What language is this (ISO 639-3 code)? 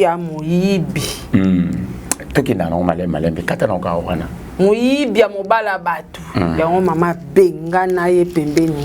lin